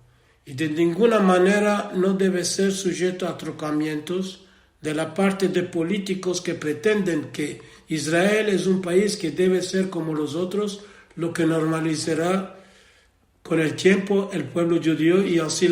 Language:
Ladino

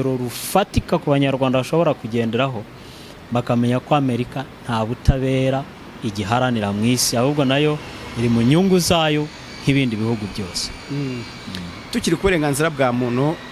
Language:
Kinyarwanda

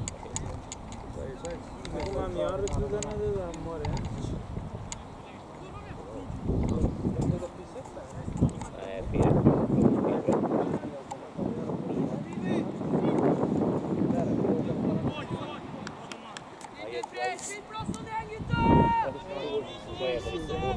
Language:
Swedish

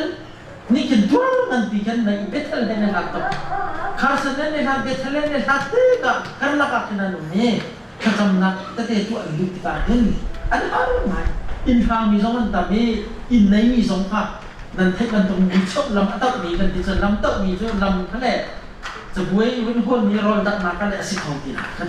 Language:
Hakha Chin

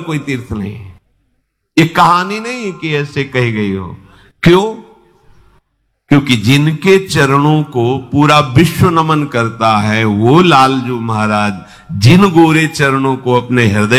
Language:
Hindi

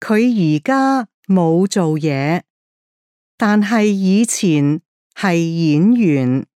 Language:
Cantonese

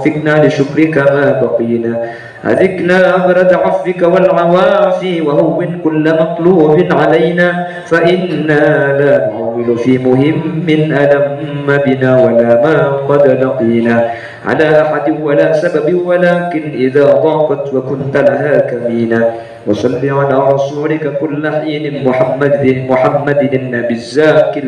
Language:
Madurese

